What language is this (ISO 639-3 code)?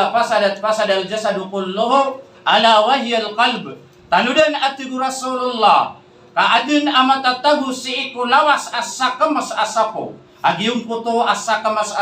mrw